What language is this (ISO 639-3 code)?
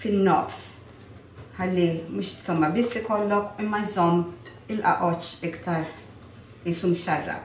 mlt